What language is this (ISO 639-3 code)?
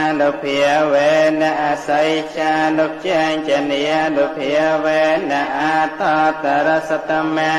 khm